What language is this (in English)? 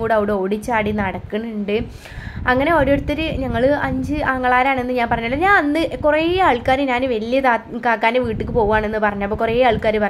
Malayalam